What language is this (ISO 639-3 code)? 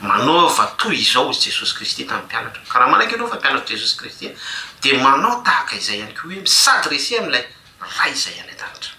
mlg